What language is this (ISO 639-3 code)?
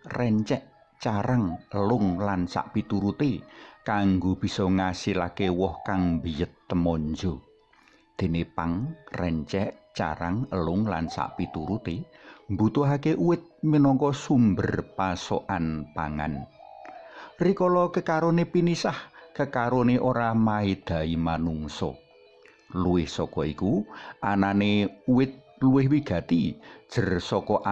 jav